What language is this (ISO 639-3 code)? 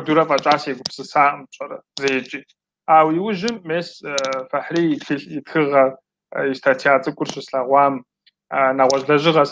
kbd